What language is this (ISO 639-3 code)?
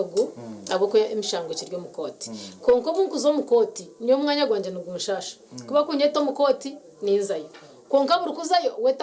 nyn